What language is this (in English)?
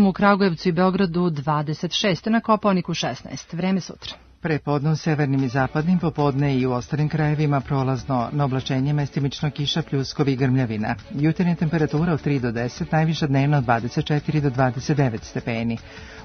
Serbian